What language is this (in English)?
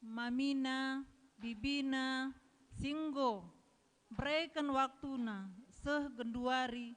Batak Karo